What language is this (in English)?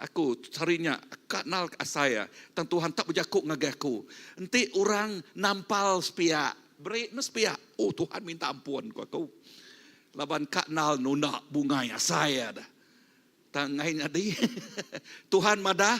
Iban